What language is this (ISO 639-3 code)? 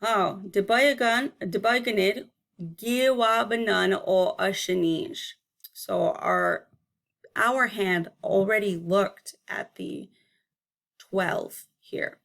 ciw